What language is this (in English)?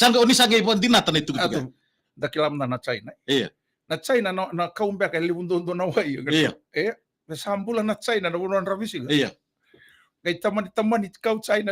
Fijian